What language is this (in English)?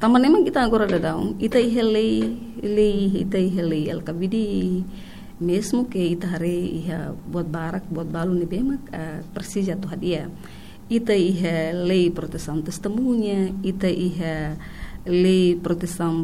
Tetum